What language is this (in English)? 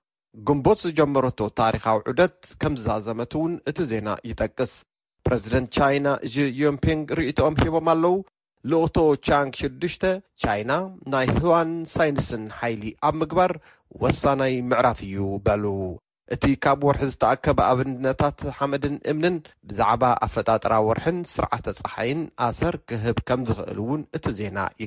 Tigrinya